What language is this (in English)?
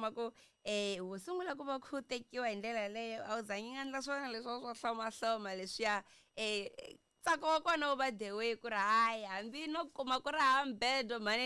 Tsonga